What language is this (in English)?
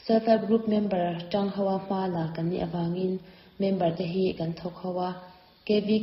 Mizo